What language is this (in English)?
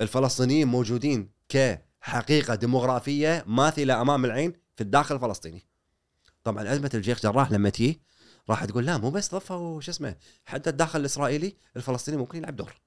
Gulf Arabic